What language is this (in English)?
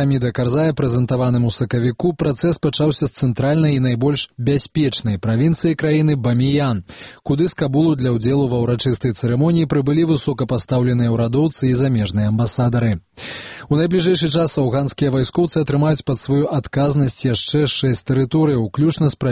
Belarusian